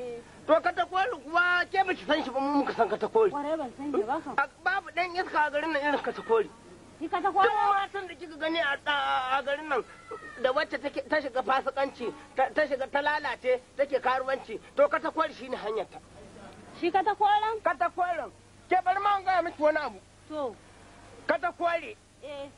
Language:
Hausa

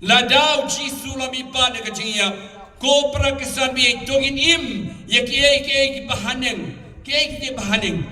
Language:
Khasi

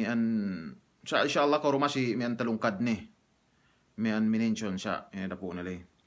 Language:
Yakan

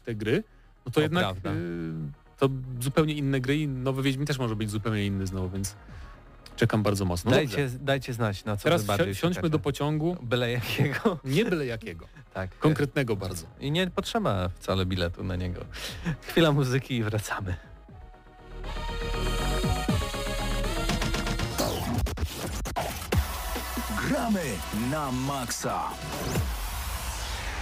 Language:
Polish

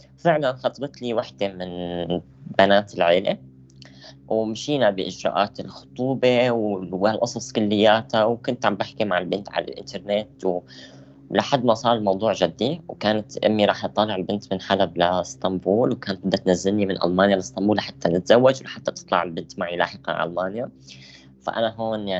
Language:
North Levantine Arabic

